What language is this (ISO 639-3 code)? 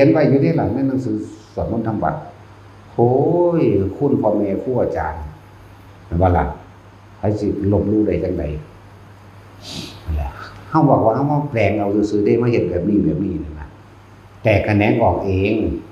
tts